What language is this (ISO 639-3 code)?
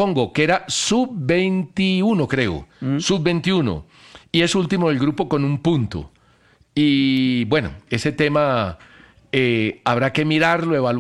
spa